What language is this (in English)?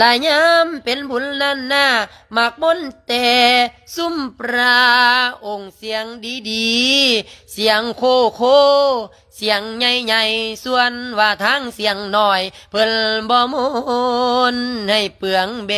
Lao